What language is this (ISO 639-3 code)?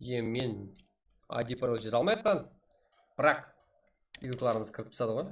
kaa